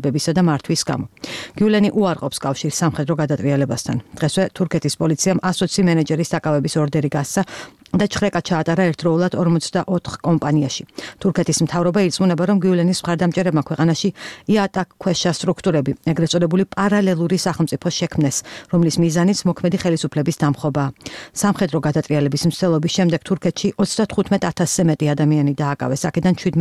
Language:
Georgian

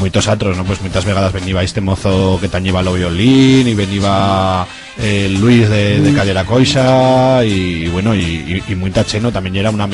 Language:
Aragonese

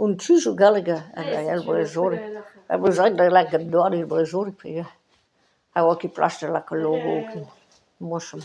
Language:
Breton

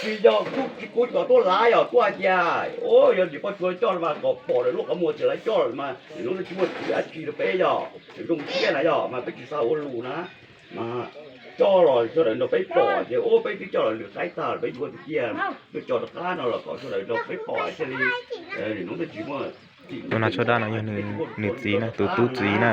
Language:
Hmong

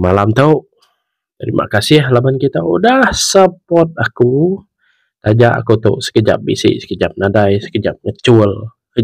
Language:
Iban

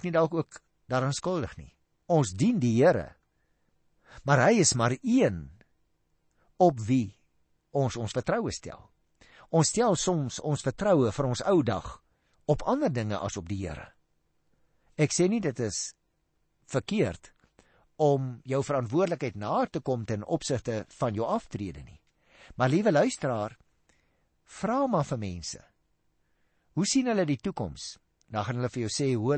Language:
Afrikaans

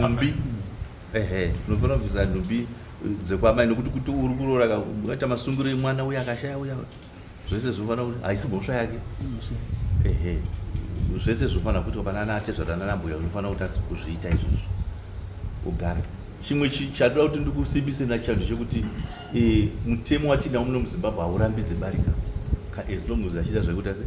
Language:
Shona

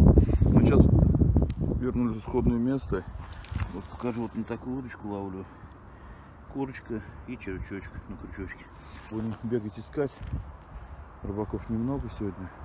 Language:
Russian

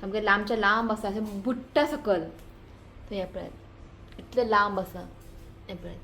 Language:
Konkani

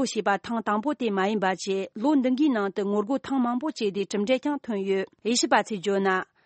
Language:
Tibetan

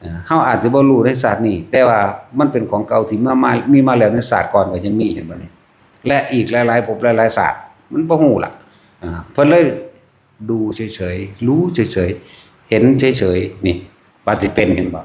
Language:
Lao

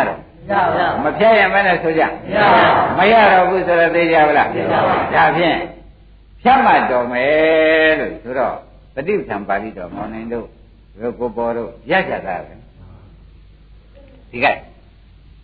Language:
Burmese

